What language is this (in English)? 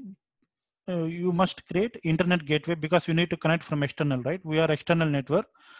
English